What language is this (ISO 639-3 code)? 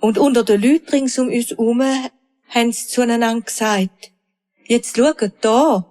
gsw